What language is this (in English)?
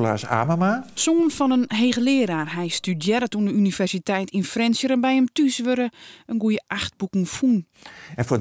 Western Frisian